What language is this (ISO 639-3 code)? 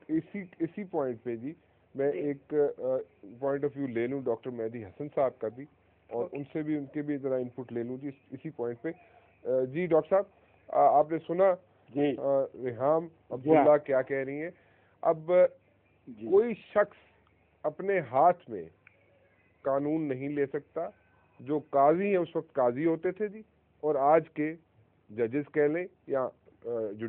urd